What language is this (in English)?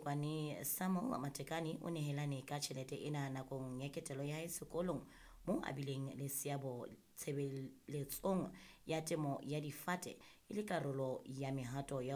Southern Sotho